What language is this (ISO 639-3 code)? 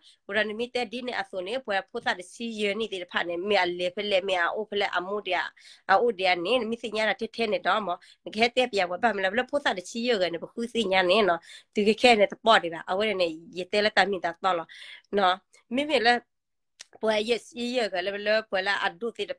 ksw